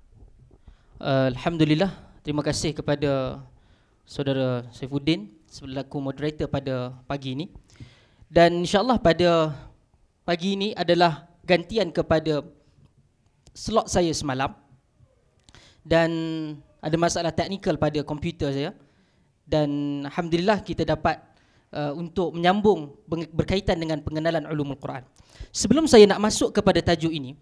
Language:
Malay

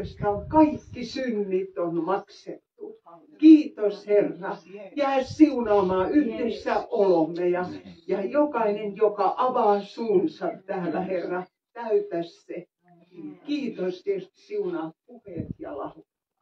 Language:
Finnish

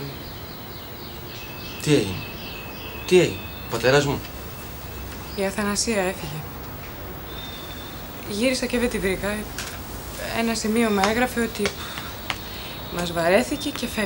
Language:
Greek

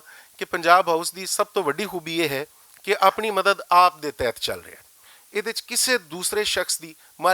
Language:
Western Panjabi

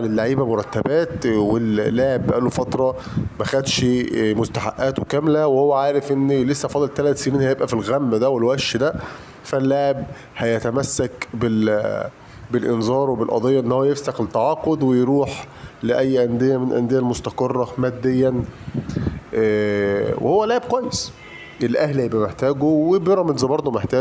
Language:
Egyptian Arabic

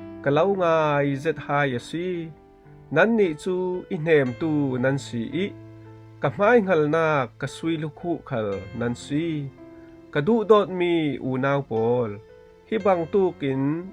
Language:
Falam Chin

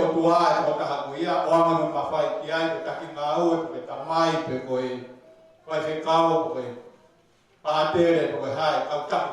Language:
Tongan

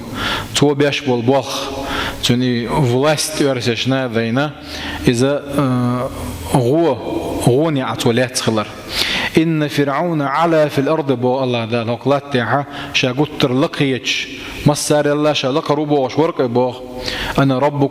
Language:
Chechen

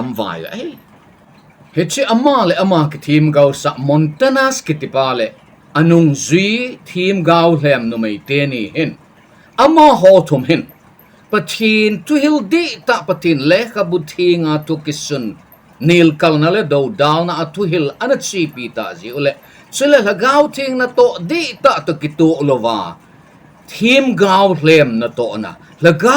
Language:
Thado Chin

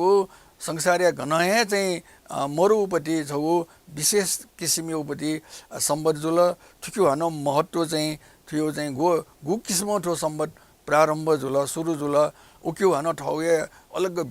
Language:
Newari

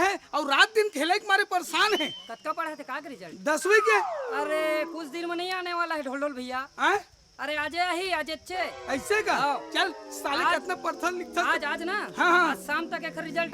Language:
Chhattisgarhi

